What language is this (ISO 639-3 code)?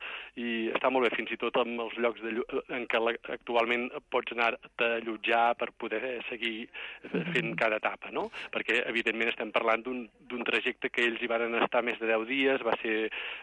cat